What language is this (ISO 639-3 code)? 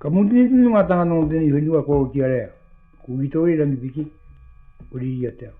mri